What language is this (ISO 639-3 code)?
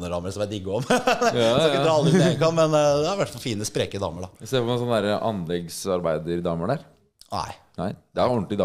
nor